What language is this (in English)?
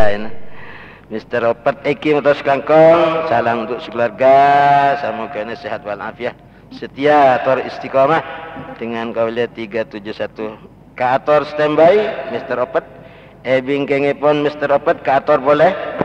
Madurese